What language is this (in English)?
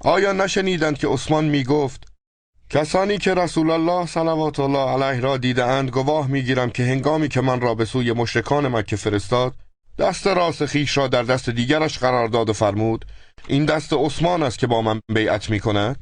Tajik